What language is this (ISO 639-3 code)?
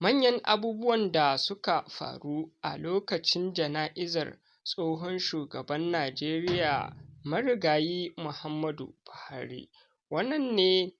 hau